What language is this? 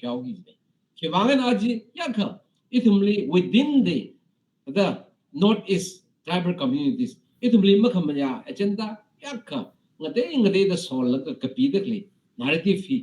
Tangkhul Naga (India)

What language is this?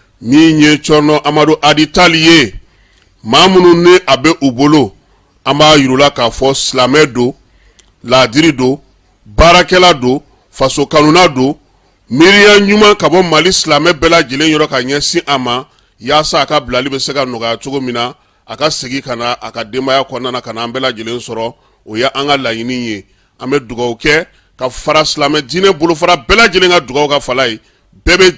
Bambara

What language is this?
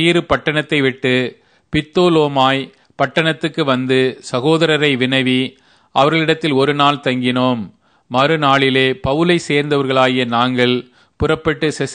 Tamil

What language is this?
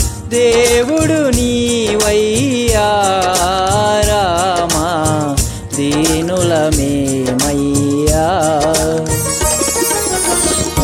Telugu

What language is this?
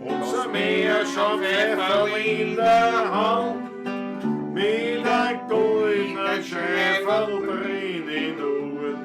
Bavarian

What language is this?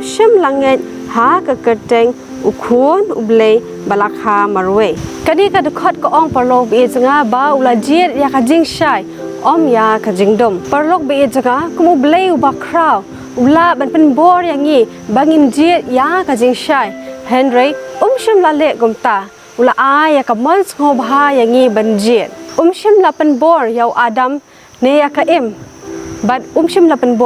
Khasi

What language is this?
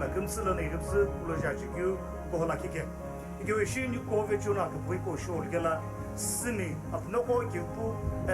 Sumi Naga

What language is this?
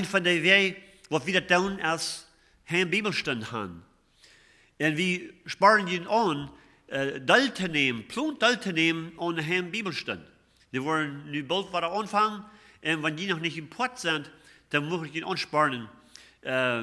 Plautdietsch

